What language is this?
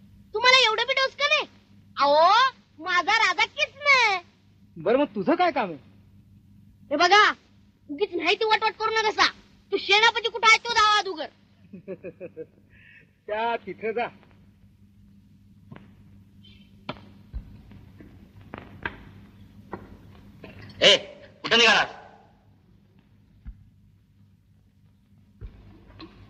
Marathi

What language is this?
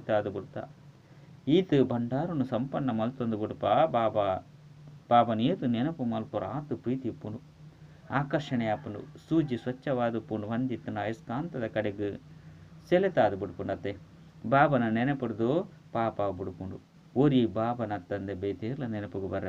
Tulu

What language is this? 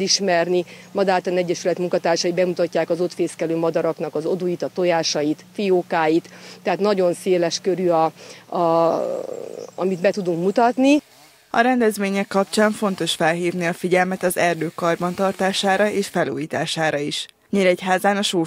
Hungarian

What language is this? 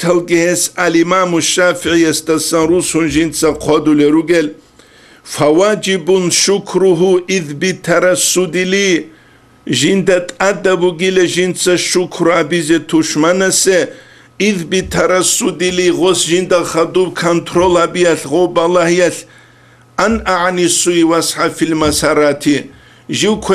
Avaric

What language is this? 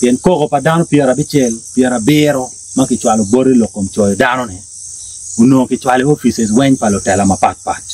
Acoli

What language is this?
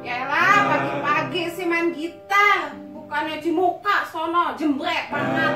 Betawi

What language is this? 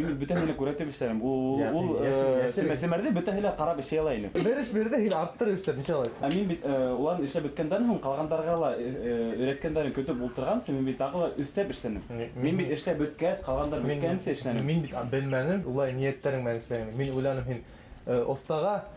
Bashkir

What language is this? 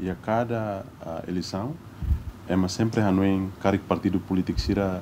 Tetum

